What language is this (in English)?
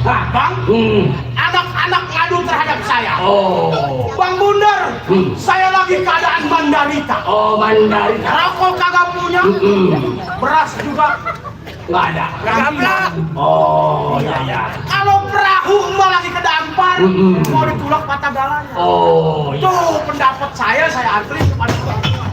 Betawi